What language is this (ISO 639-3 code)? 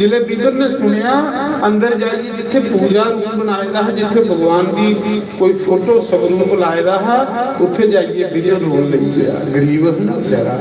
doi